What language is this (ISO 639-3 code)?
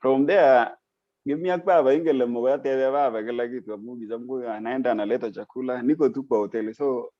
kln